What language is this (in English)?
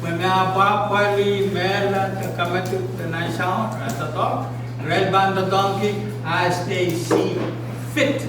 Pohnpeian